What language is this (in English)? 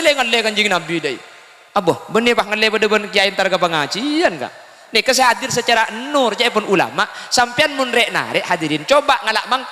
Madurese